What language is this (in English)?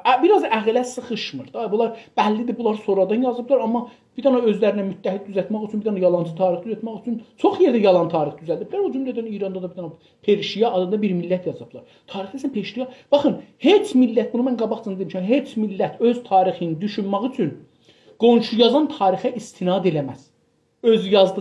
South Azerbaijani